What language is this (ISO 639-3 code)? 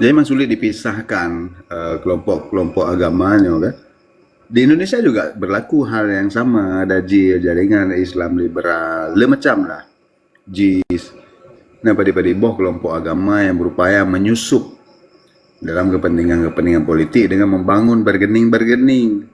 ace